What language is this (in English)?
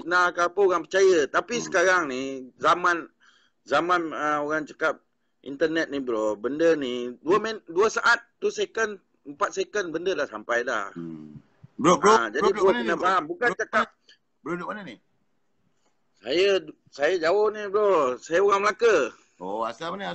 Malay